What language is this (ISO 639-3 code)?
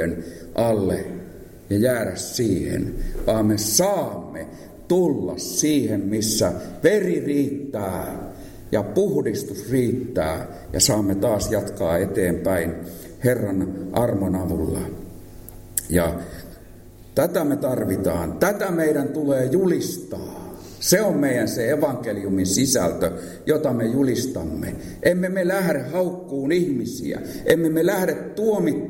fin